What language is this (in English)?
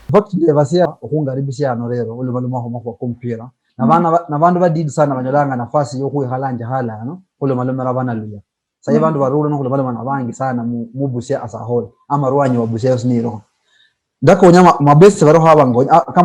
Luyia